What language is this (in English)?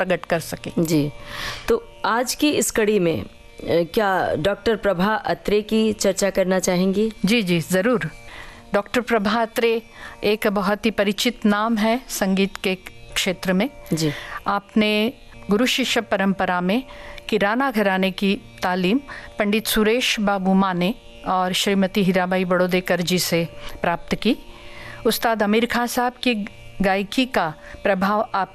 Hindi